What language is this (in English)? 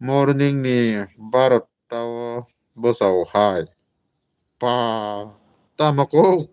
Kok Borok